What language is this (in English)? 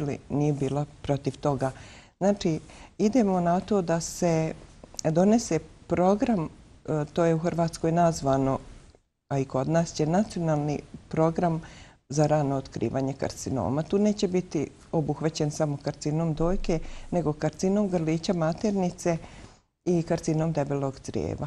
Bosnian